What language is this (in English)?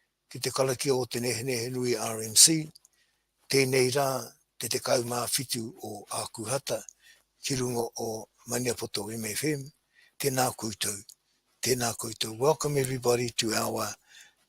Māori